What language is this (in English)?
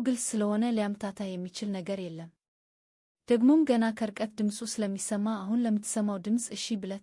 Amharic